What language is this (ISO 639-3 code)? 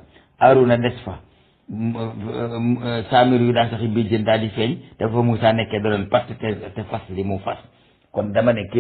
wol